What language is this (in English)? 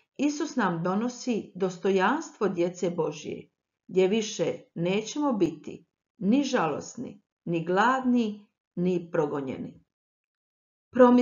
Croatian